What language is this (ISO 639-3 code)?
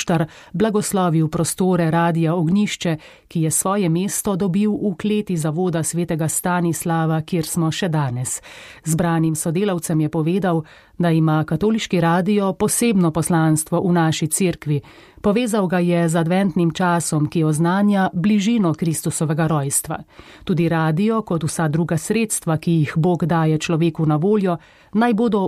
slv